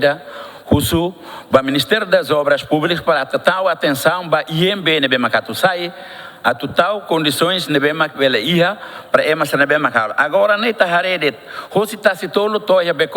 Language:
Tetum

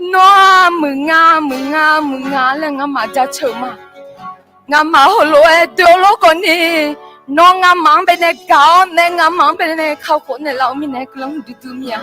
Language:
Akha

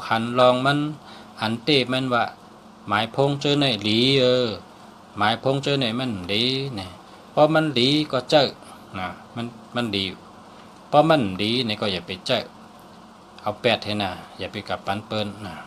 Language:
Shan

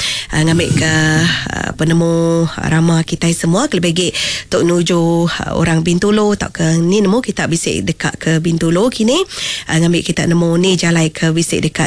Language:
Iban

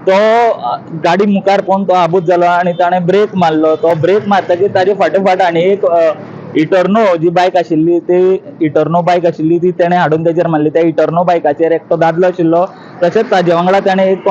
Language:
Konkani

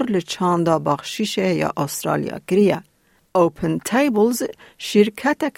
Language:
Kurdish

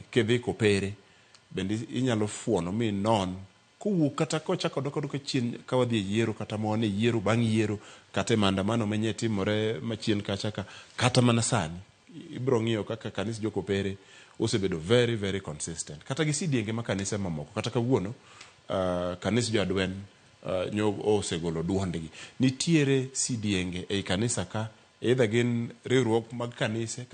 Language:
Luo (Kenya and Tanzania)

